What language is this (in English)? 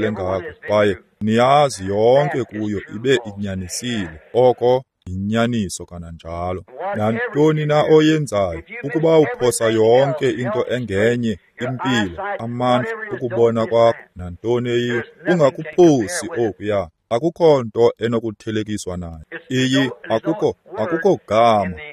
Xhosa